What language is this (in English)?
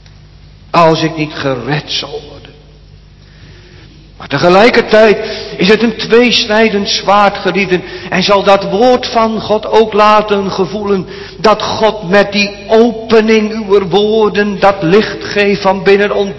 Dutch